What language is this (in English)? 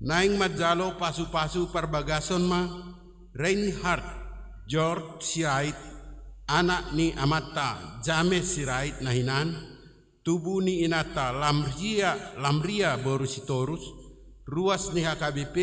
Batak Toba